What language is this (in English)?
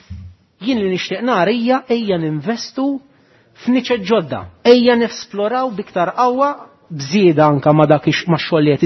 Maltese